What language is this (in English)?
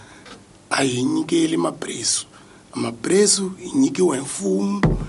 Tsonga